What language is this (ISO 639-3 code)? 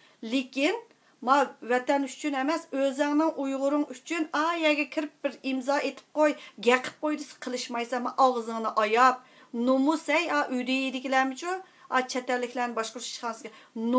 uig